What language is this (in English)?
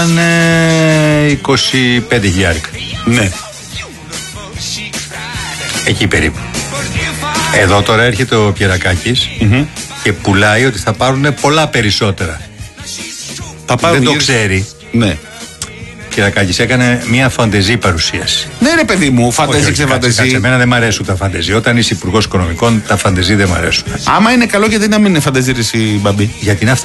Greek